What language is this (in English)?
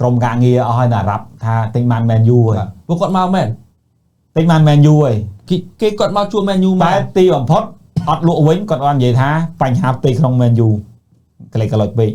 Khmer